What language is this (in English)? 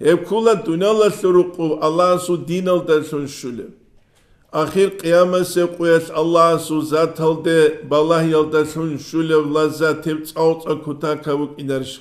Avaric